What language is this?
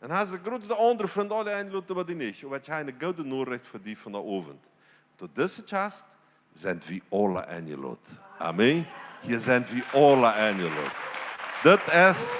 Plautdietsch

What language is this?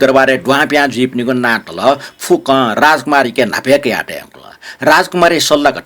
Newari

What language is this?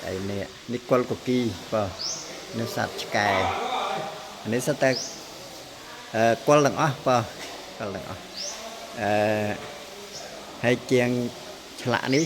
Khmer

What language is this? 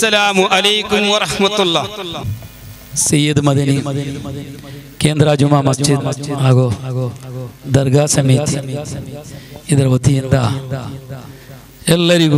Kannada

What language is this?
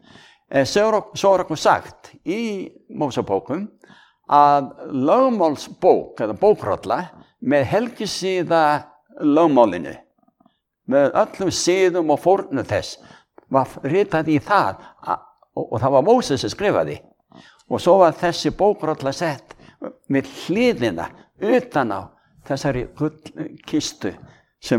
Icelandic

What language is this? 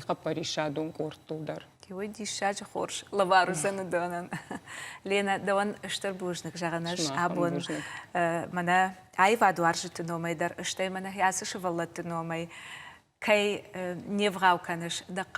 Ossetic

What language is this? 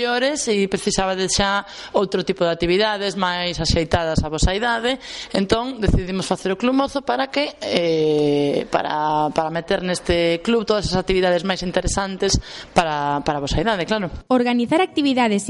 Galician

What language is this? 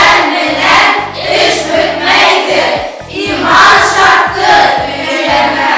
Bashkir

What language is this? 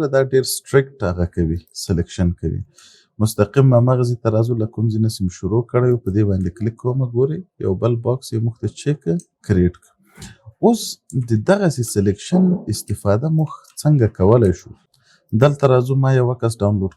Pashto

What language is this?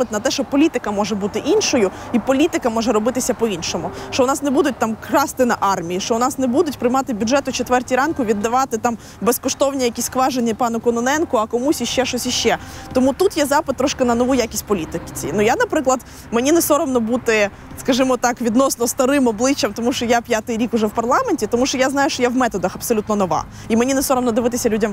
Ukrainian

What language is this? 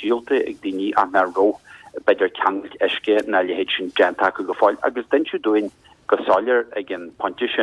Irish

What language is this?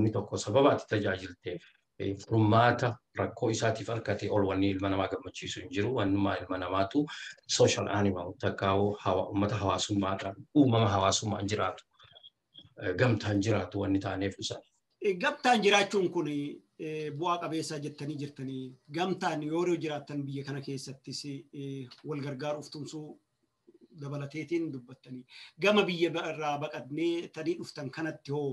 Oromo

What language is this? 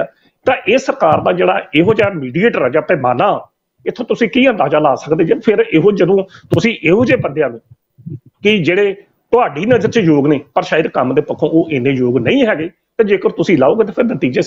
Punjabi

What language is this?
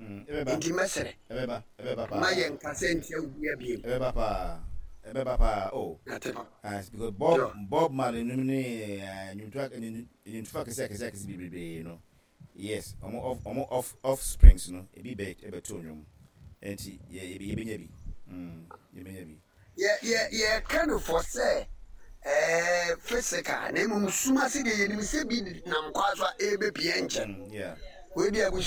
Akan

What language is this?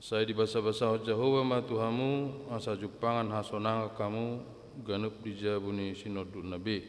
Batak Toba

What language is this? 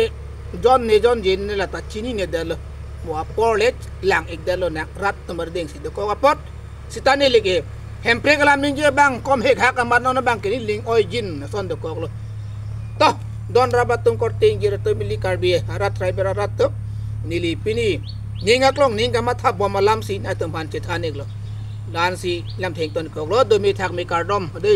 Karbi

